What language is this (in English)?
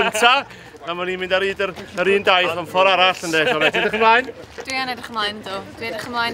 Welsh